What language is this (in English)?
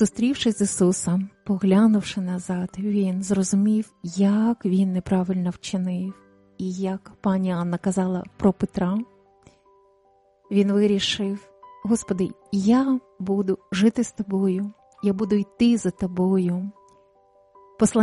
Ukrainian